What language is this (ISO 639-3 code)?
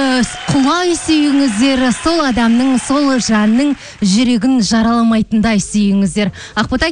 kaz